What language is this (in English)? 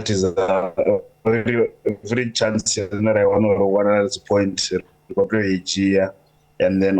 Venda